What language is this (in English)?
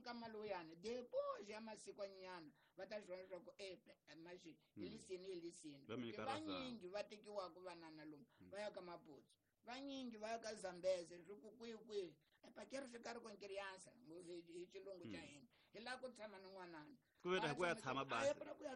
Tsonga